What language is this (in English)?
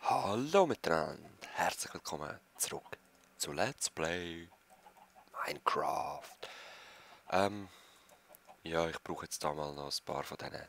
Swiss German